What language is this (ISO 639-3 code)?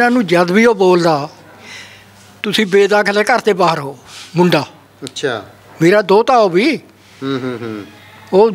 pan